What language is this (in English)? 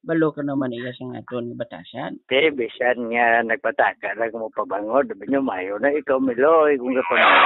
Hiligaynon